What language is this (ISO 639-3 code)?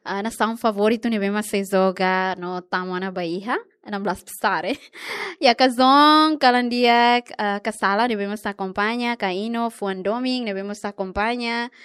tet